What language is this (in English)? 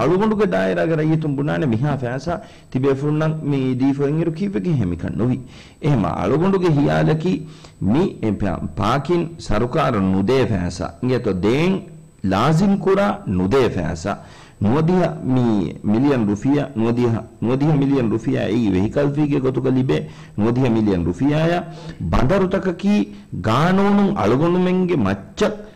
Divehi